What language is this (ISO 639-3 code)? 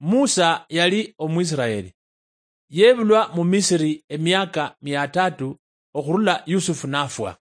luy